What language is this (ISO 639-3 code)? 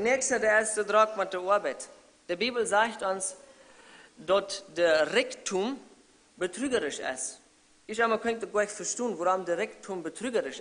pdt